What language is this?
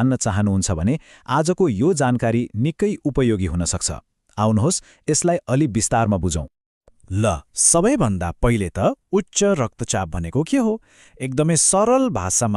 Nepali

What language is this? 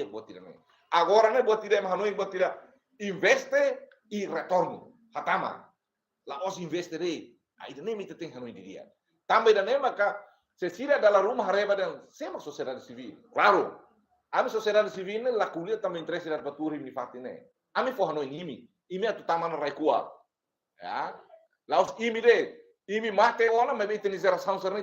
Tetum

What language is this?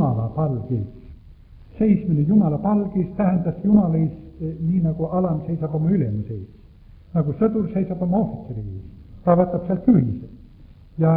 Estonian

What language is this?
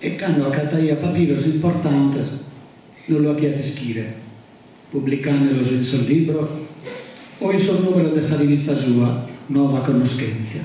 Sardinian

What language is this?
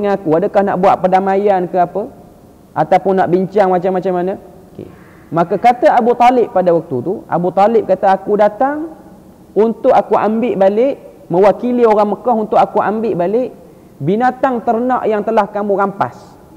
Malay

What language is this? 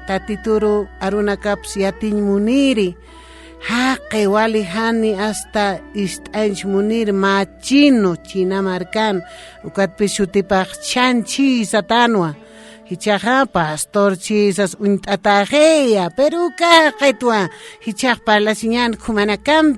Aymara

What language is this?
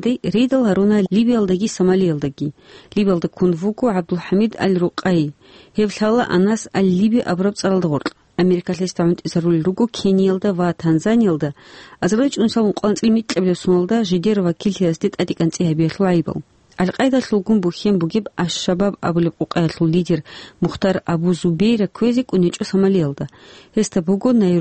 Avaric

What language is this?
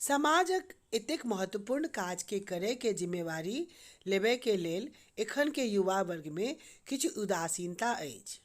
Maithili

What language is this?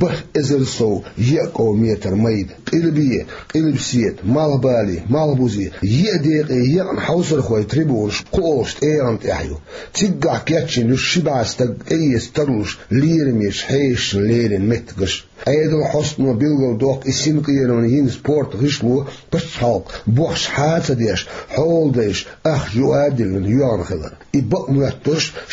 Chechen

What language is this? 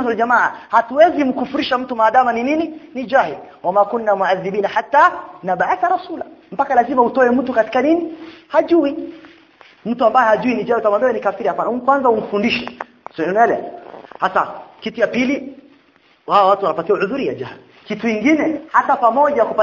Swahili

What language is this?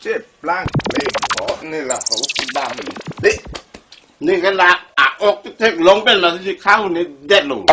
Karbi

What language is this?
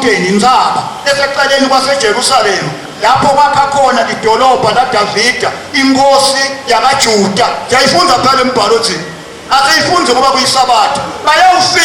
Zulu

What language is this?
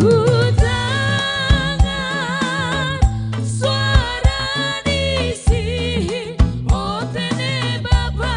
Batak Simalungun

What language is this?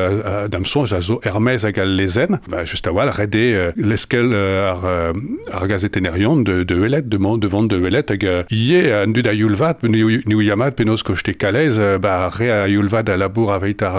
Breton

